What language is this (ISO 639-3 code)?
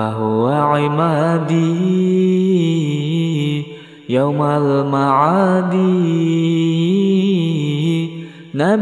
ara